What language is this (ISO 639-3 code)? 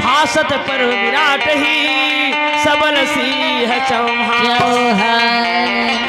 hne